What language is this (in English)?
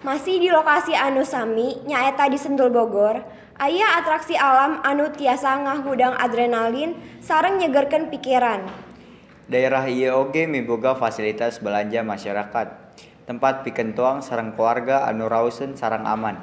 Sundanese